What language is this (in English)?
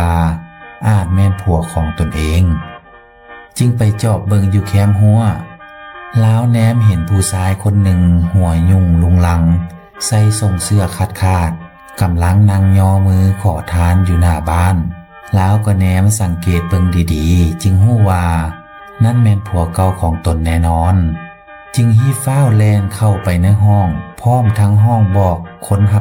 Lao